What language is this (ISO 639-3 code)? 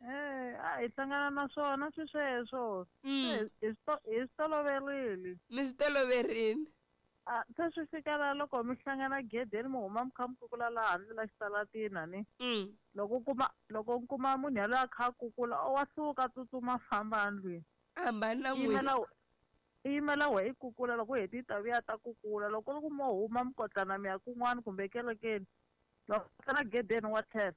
tso